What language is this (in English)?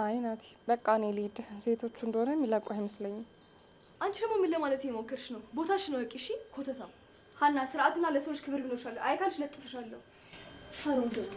Amharic